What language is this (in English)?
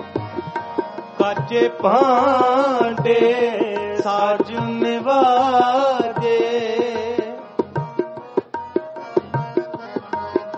Punjabi